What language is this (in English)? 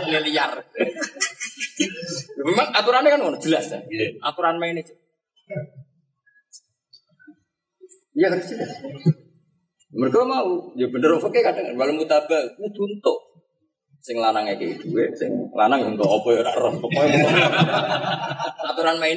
Indonesian